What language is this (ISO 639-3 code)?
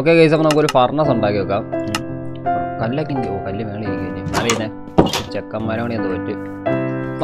mal